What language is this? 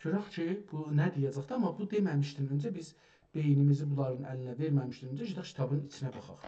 South Azerbaijani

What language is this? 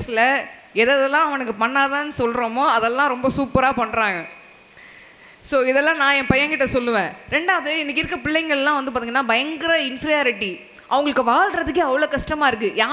Tamil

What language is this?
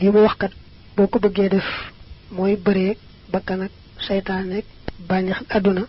Wolof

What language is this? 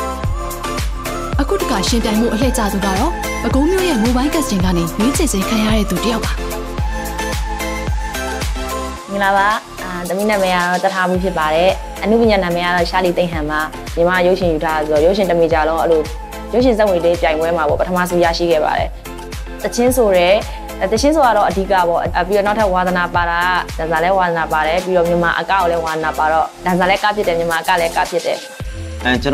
Burmese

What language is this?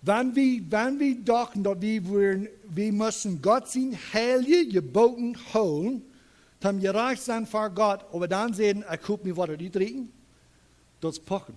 Plautdietsch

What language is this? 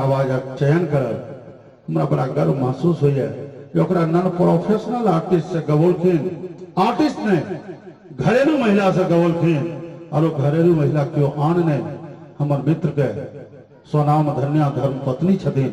Maithili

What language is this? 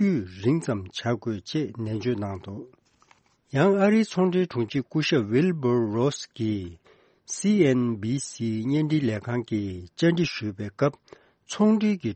Tibetan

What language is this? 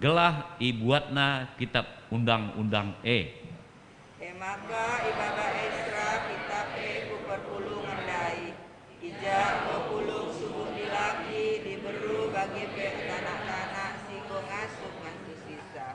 Batak Karo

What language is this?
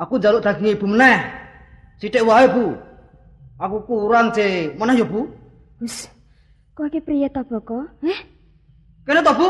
Javanese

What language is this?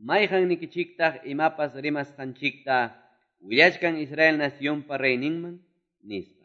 Quechua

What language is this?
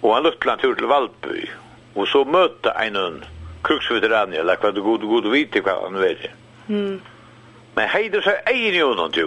Faroese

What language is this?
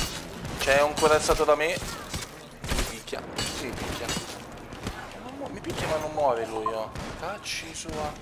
Italian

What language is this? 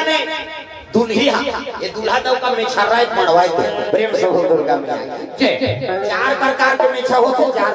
Chhattisgarhi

